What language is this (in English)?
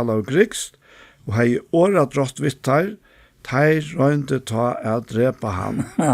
Faroese